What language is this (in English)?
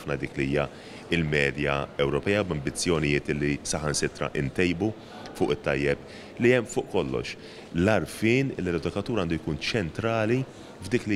Maltese